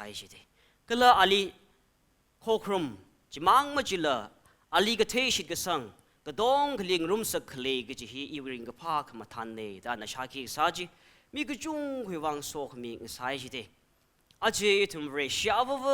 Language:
Tangkhul Naga (India)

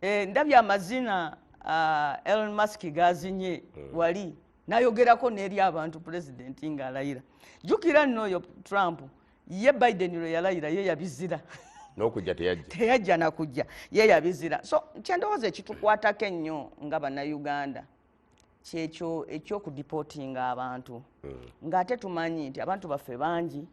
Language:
Ganda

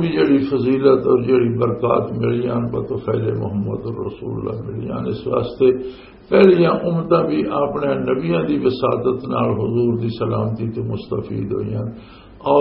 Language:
Western Panjabi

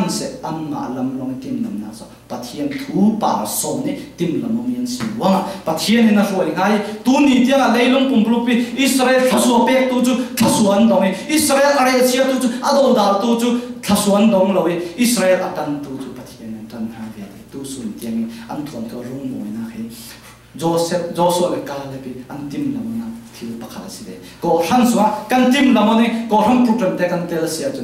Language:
Falam Chin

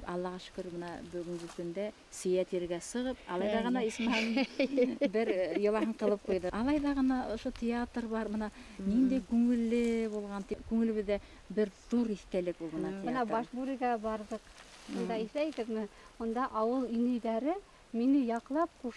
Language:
Bashkir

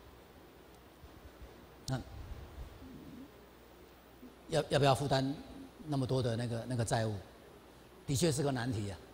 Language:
Chinese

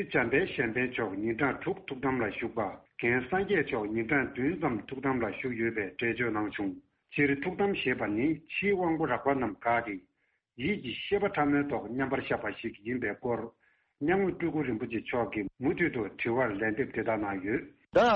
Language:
Tibetan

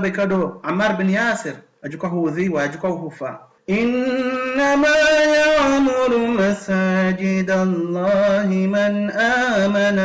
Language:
Ngazidja Comorian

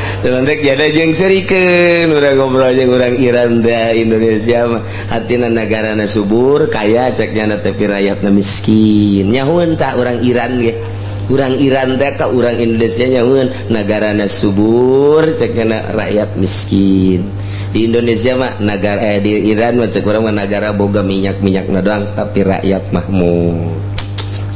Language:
Sundanese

